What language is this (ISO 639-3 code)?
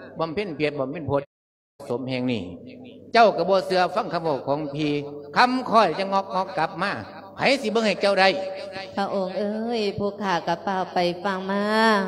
lao